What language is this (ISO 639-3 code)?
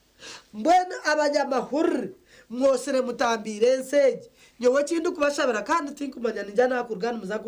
nyn